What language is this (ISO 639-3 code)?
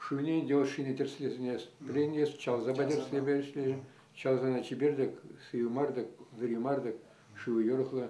chv